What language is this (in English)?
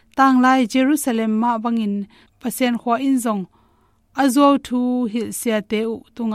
Tedim Chin